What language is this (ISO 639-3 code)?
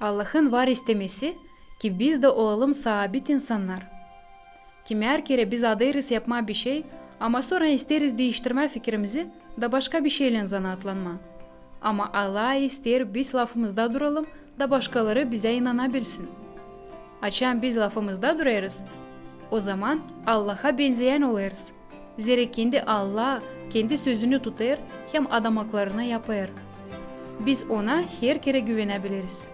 gag